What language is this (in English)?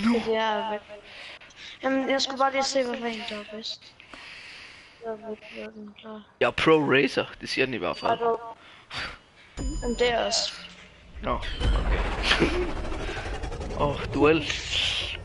Danish